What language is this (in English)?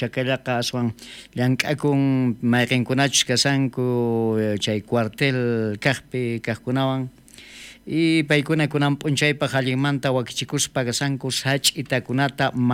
South Bolivian Quechua